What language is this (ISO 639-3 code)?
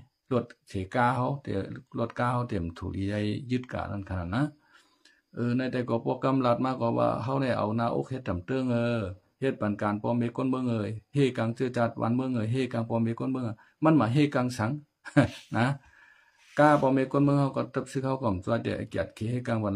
shn